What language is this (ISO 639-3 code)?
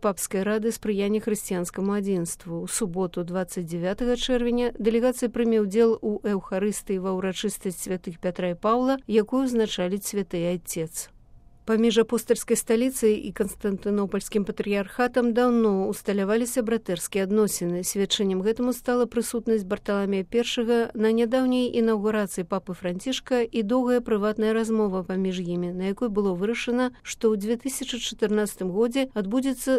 bel